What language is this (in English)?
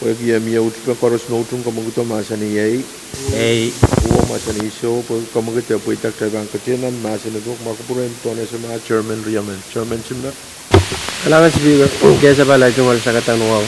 Pohnpeian